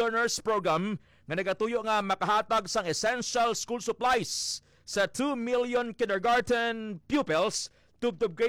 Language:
Hiligaynon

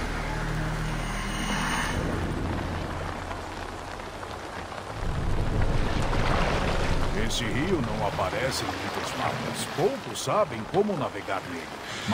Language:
Portuguese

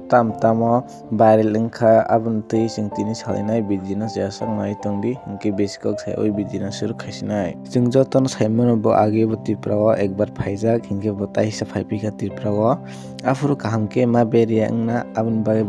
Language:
Kok Borok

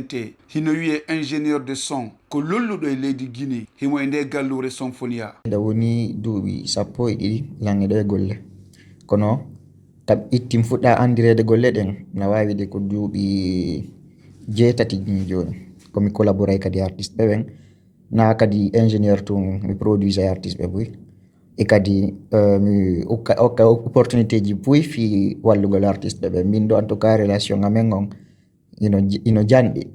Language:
Fula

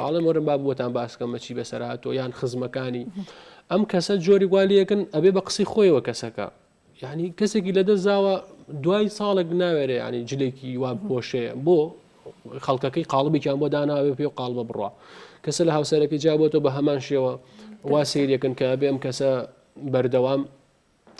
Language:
Central Kurdish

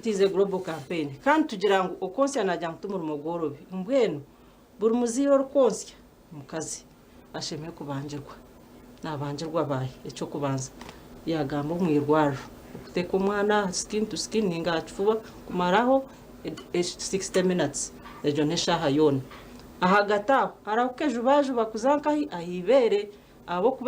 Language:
Nyankole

